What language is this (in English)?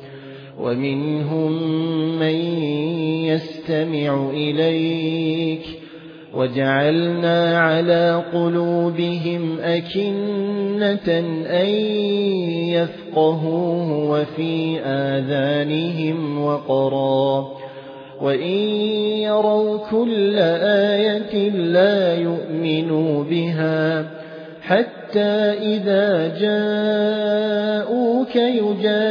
Arabic